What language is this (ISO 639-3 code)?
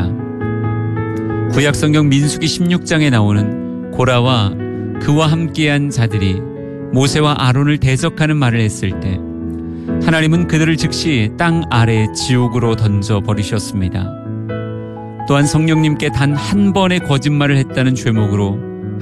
kor